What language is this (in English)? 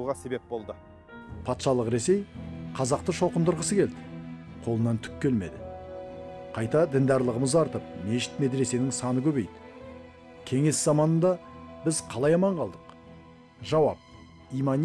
Kazakh